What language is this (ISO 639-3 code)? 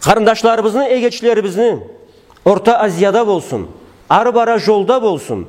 krc